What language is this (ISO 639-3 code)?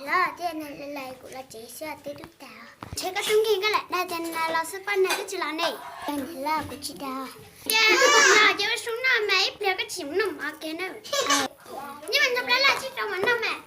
hmn